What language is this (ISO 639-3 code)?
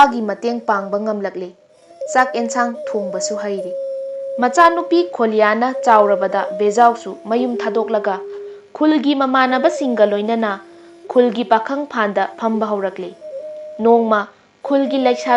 mni